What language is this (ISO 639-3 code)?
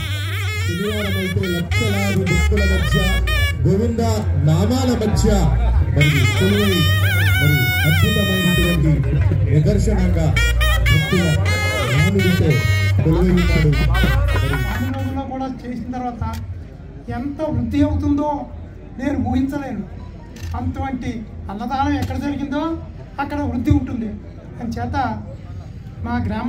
tel